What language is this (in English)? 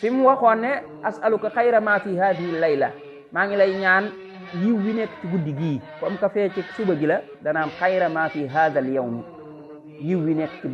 Wolof